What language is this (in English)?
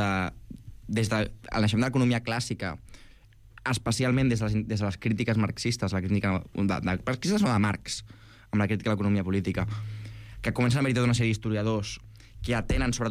Catalan